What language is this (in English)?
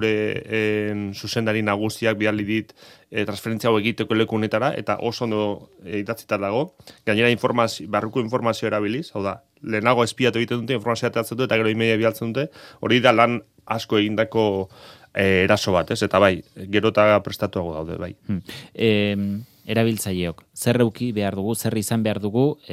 Basque